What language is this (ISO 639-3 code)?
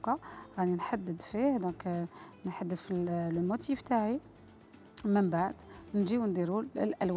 arq